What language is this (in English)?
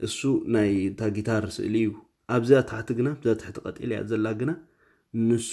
Tigrinya